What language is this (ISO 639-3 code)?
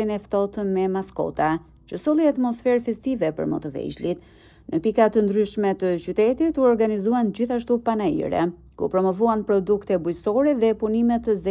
sqi